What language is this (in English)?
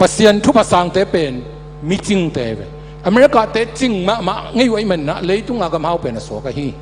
Tedim Chin